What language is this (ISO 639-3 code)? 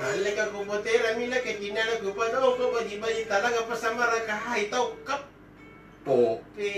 mak